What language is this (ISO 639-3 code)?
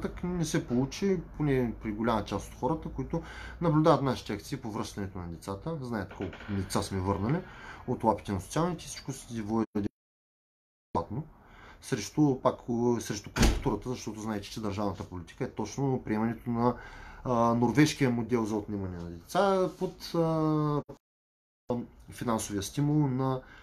bul